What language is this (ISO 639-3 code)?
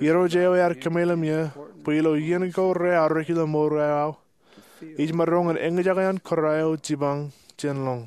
mah